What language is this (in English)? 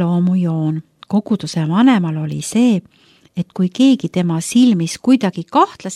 Estonian